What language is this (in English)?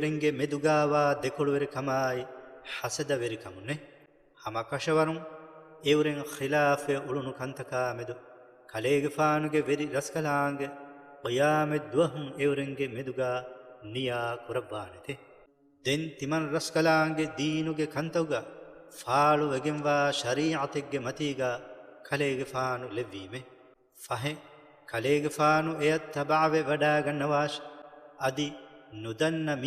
Divehi